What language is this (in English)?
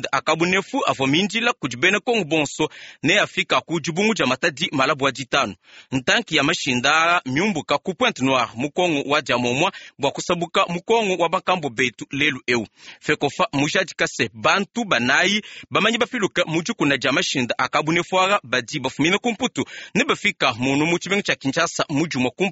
Luba-Lulua